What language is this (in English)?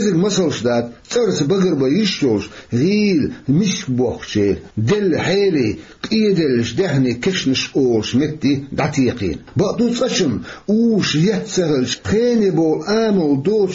Chechen